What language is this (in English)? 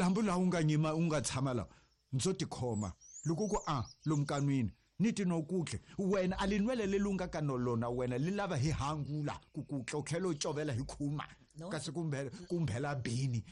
Tsonga